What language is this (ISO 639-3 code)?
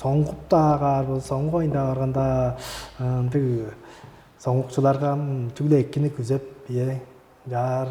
tyv